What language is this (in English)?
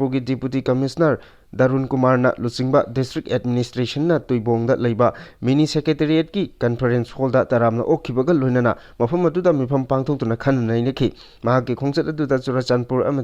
Manipuri